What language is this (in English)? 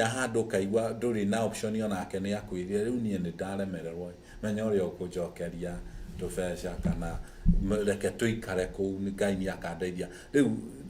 Kikuyu